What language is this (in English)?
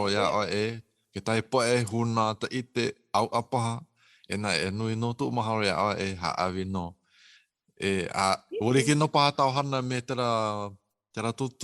Hawaiian